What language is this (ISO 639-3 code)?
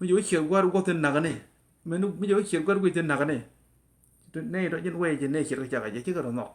nus